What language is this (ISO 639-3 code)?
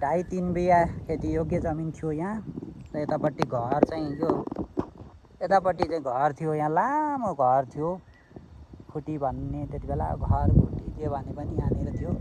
nep